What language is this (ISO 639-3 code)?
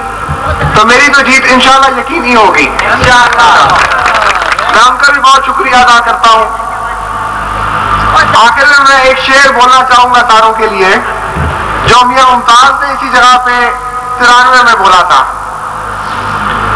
urd